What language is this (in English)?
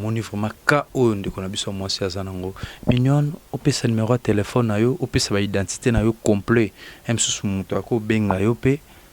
Lingala